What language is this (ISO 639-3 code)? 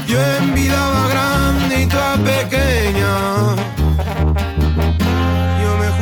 eus